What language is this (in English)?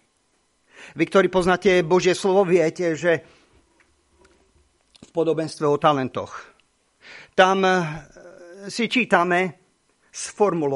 Slovak